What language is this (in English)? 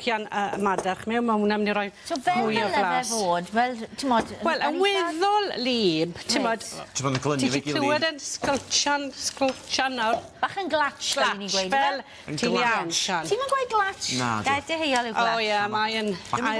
Welsh